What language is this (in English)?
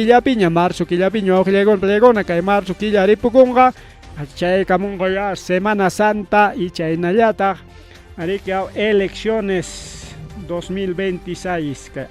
Ayacucho Quechua